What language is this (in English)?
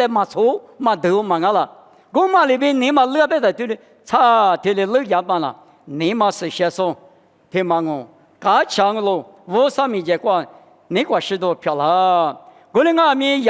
Lisu